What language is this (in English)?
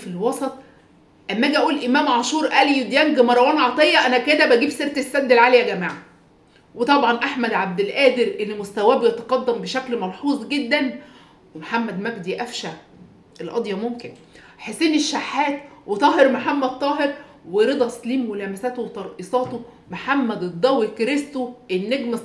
Egyptian Arabic